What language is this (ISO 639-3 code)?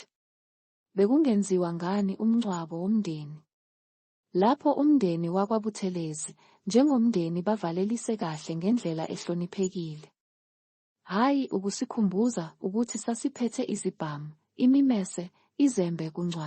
zul